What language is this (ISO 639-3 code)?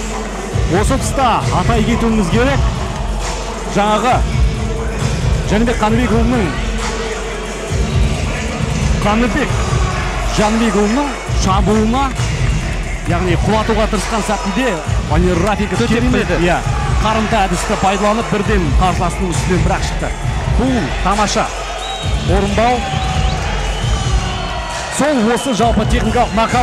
kaz